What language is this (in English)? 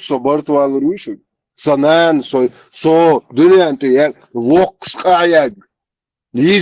Chechen